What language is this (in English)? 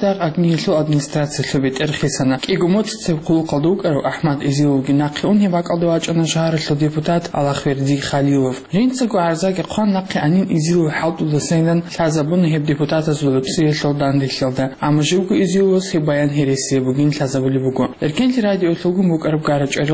Avaric